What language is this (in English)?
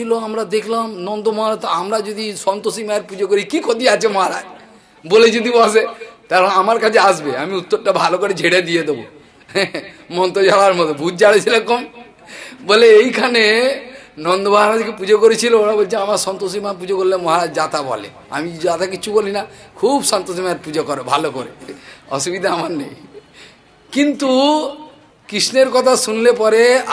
Bangla